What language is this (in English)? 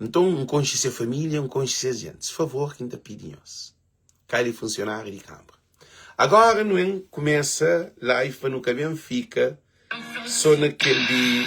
Kabuverdianu